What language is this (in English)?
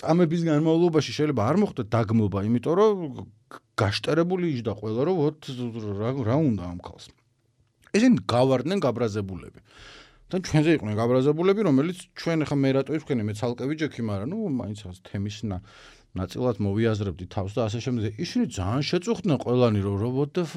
Georgian